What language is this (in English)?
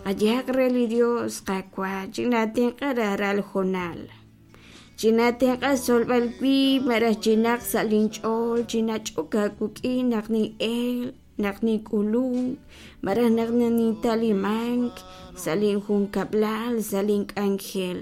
Kekchí